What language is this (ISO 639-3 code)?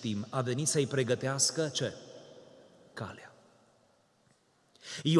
ron